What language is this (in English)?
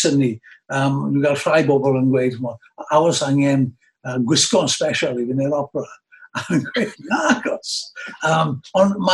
Welsh